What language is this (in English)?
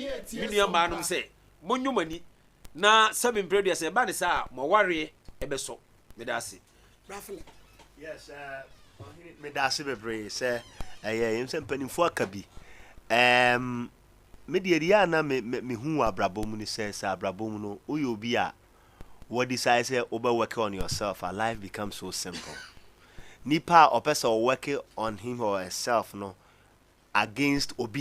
Akan